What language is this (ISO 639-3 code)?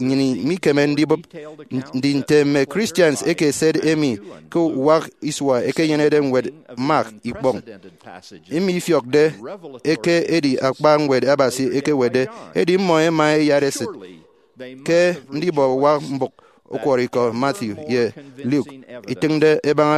efi